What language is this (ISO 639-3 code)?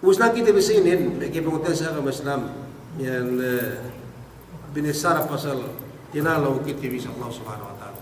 yka